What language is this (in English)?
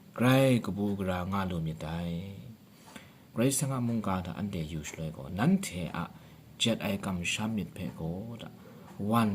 Kachin